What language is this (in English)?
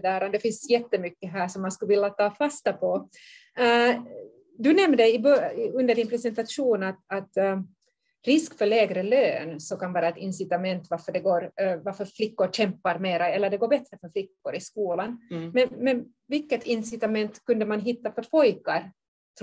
Swedish